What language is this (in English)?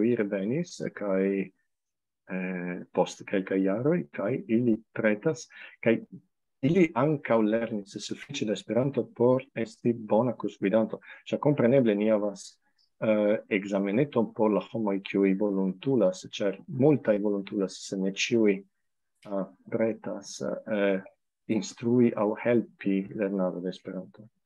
Esperanto